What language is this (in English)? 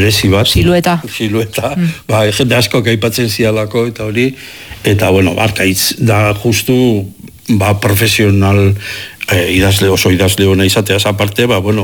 Basque